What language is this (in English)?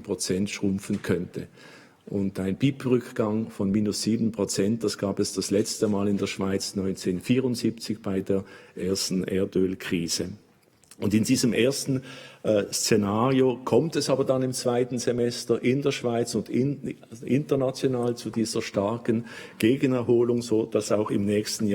Swiss German